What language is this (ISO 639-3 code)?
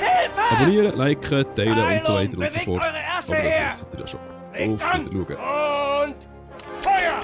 gsw